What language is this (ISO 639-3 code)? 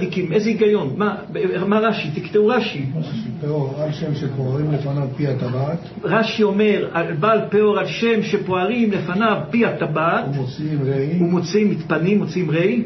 heb